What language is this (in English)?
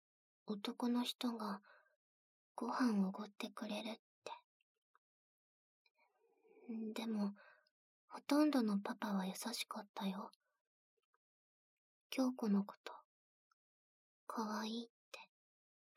Japanese